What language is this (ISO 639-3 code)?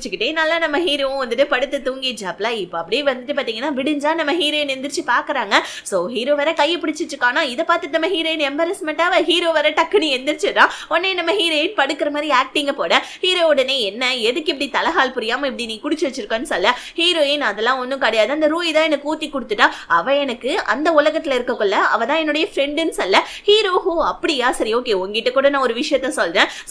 tam